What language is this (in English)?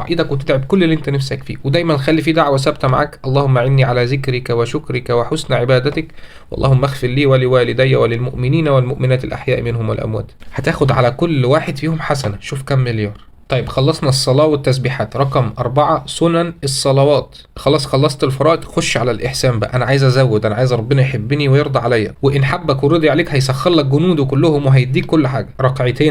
Egyptian Arabic